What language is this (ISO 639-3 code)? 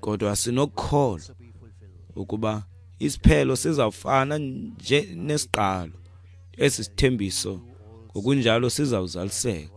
xho